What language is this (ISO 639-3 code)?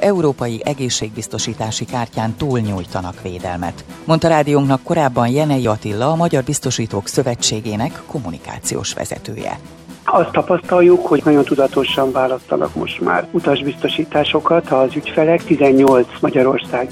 hun